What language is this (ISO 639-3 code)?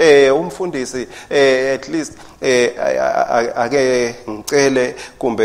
ssw